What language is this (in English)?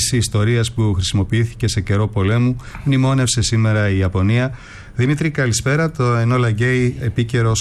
Greek